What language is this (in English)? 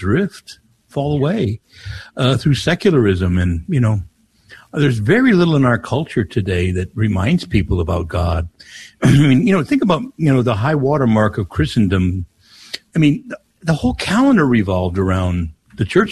English